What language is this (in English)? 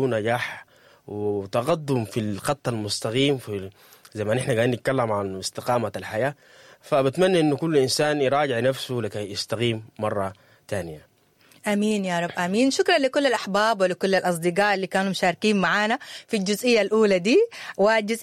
Sudanese Arabic